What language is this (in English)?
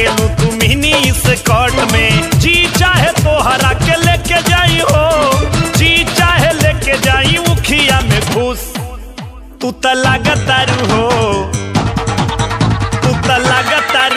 Bhojpuri